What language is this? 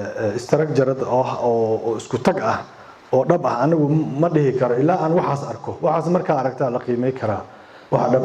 Somali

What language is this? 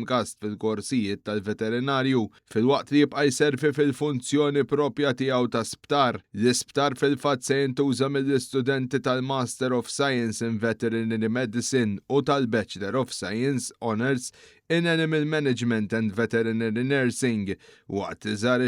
Maltese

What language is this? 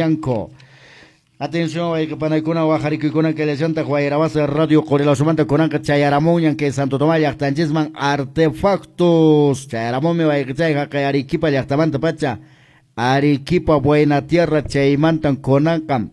Quechua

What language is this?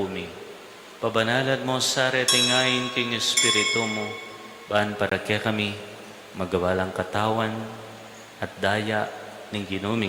Pampanga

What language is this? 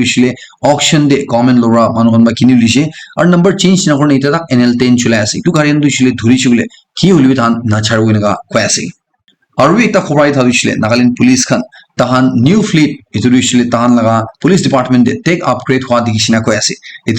Naga Pidgin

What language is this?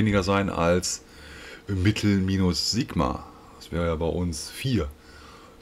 German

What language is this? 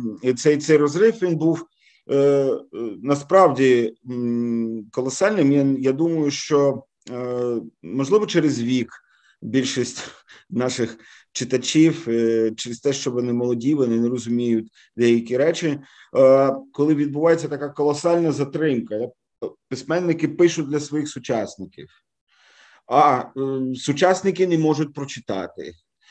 Ukrainian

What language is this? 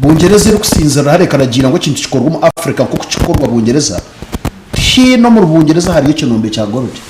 Nyankole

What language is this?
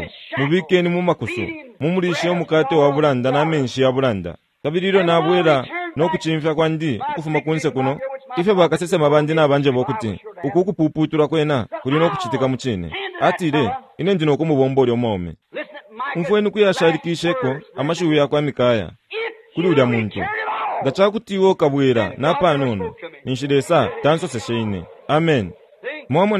Bemba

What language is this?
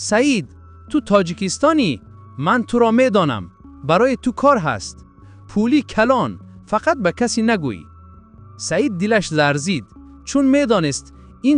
Tajik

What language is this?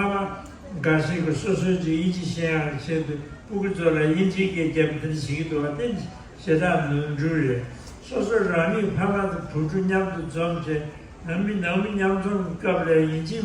Tibetan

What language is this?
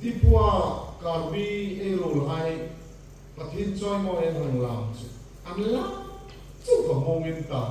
Hmar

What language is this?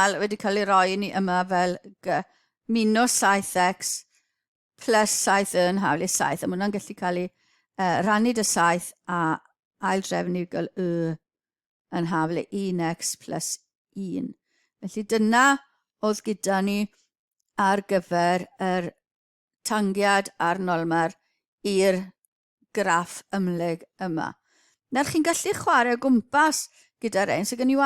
Welsh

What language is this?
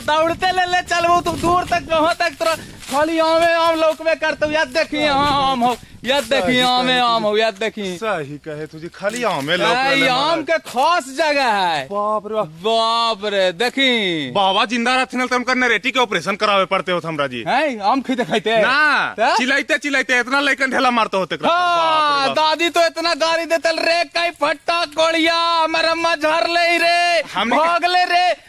Magahi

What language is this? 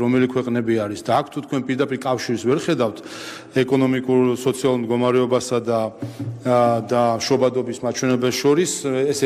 Georgian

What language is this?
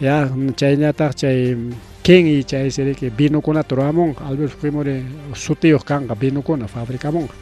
Ayacucho Quechua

